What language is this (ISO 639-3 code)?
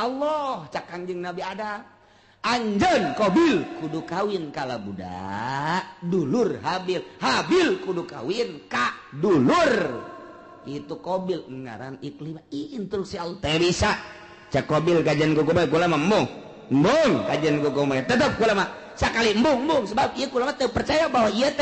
sun